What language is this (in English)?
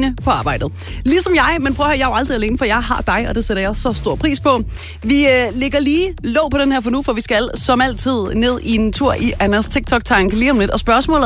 Danish